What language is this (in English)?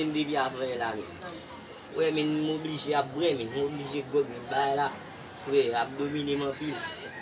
Haitian Creole